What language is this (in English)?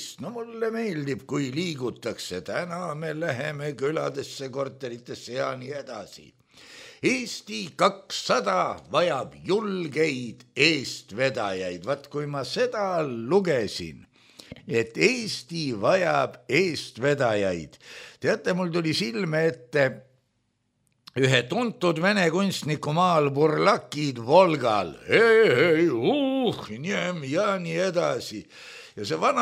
Estonian